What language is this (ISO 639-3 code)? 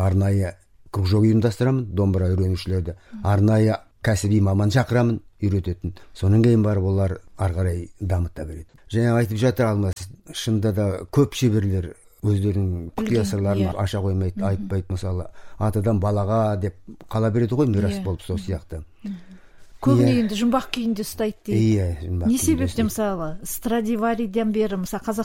kaz